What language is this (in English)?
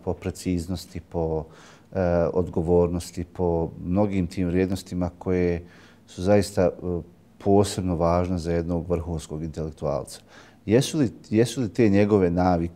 Bosnian